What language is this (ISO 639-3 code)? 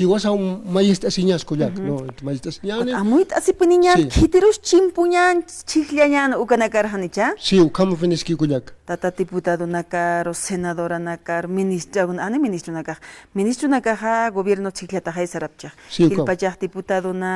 aym